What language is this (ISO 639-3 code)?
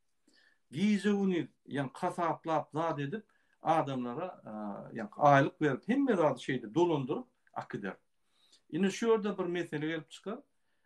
tuk